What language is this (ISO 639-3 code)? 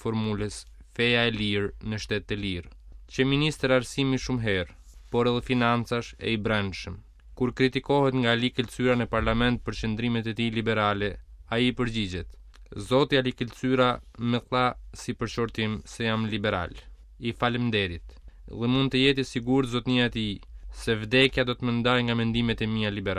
sqi